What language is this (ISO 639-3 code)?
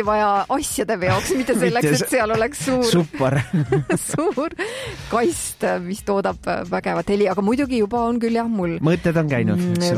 est